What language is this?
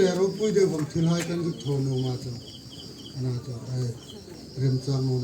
Hmar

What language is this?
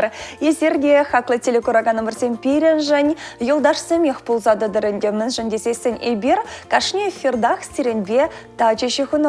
Chuvash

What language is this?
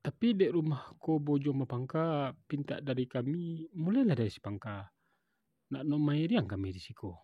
Minangkabau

